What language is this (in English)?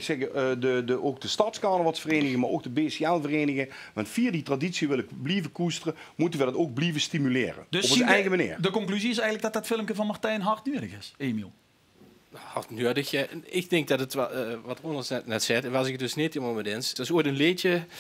Limburgish